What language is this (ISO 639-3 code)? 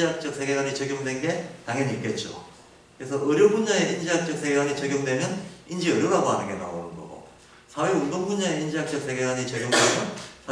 kor